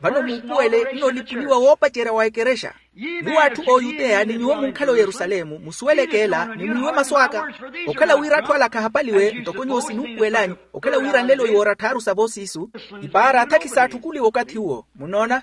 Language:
Makhuwa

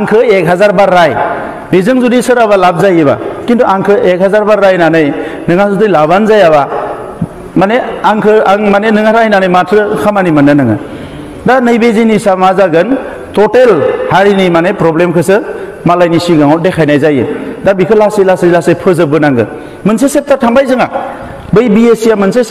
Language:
Bodo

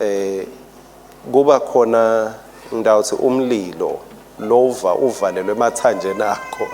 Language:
Swati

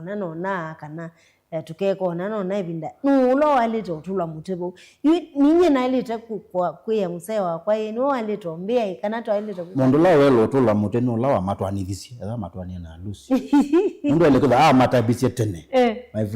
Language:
Kamba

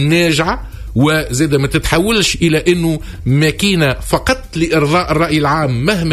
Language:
Tunisian Arabic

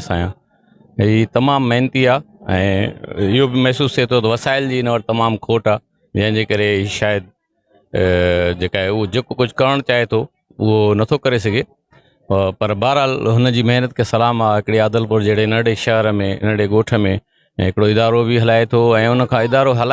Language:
Sindhi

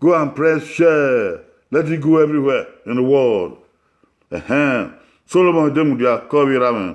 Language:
Bini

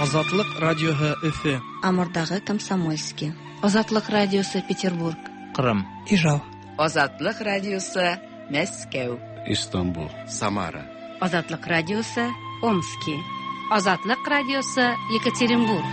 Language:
Tatar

